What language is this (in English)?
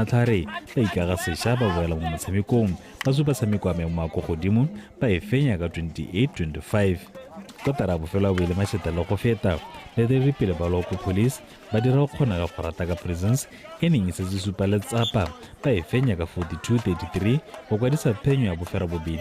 Tswana